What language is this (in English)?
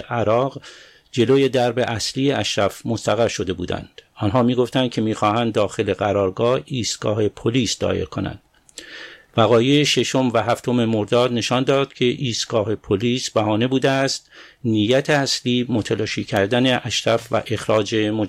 Persian